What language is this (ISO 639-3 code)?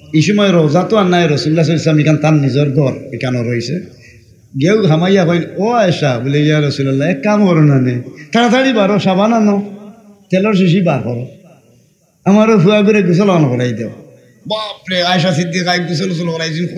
syl